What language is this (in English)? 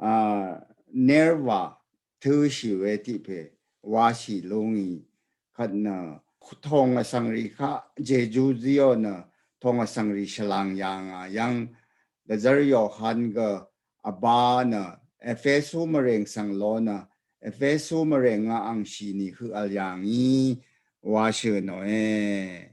Rawang